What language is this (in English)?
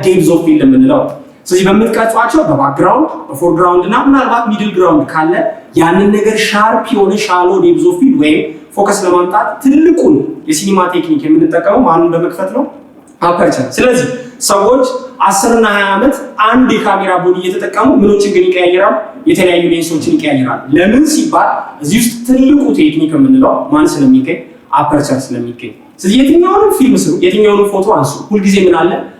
Amharic